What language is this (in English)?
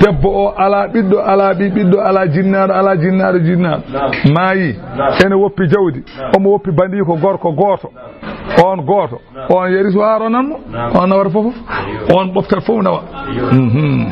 Fula